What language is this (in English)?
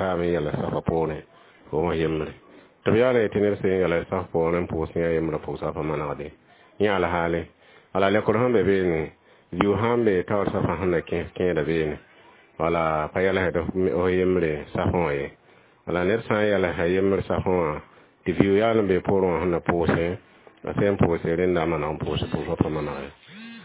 Mossi